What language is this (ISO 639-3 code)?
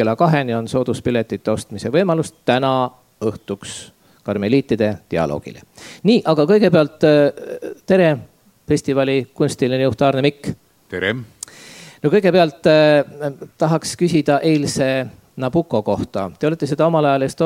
est